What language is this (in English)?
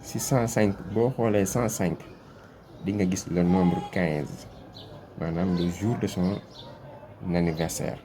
Wolof